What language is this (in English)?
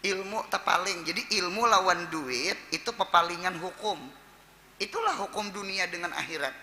Banjar